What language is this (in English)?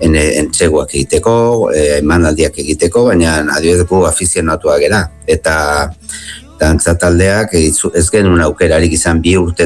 Basque